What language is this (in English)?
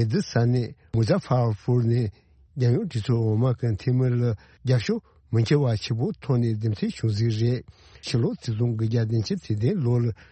Tibetan